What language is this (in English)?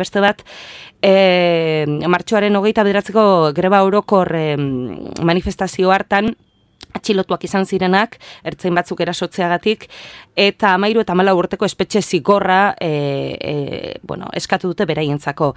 Basque